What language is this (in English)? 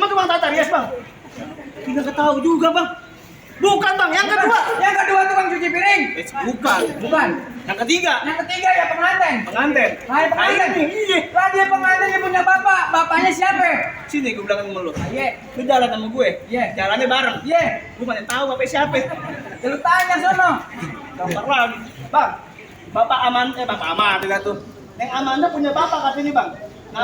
Betawi